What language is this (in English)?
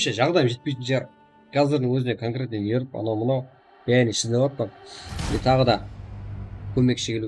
Kara-Kalpak